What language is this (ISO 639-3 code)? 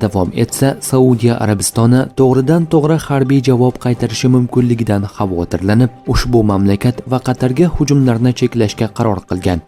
uzb